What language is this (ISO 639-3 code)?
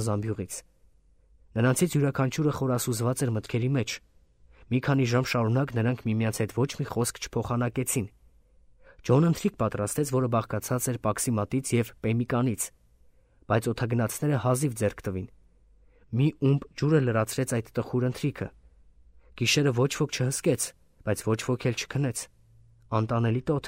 hye